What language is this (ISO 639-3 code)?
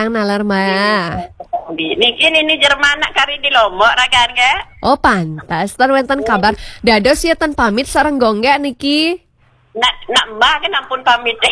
ban